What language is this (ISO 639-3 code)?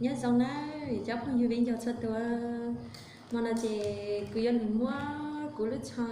hmn